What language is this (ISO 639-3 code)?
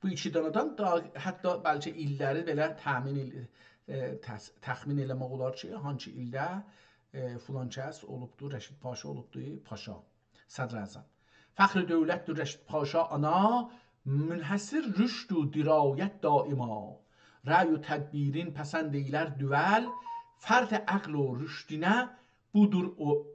azb